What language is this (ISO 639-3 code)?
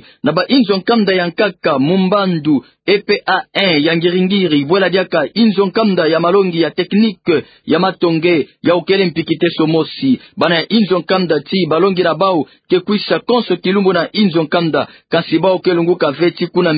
ktu